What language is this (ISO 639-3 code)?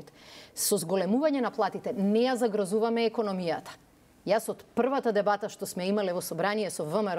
mkd